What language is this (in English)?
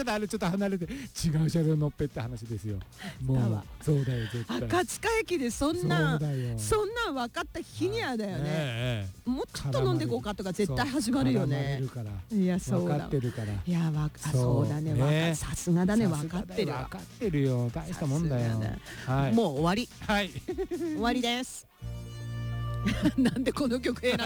Japanese